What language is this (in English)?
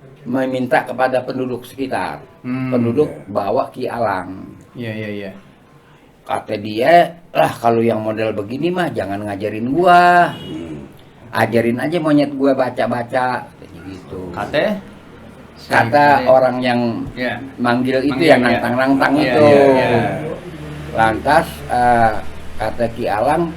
Betawi